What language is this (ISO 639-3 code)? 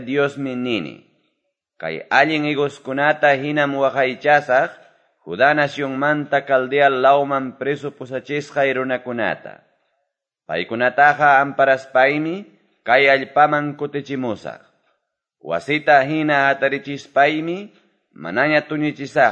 que